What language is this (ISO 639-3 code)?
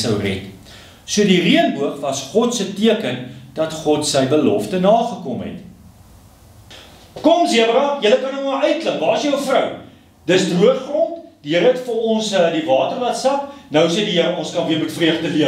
afr